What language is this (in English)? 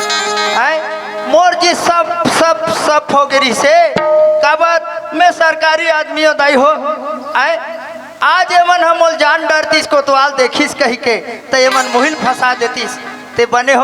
Chhattisgarhi